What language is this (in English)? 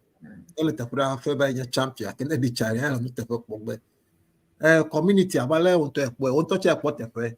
Ewe